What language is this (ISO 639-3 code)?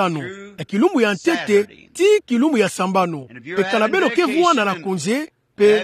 ktu